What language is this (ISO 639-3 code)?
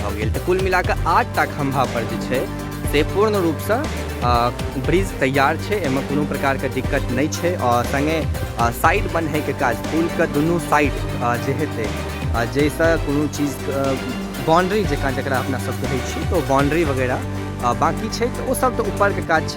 mai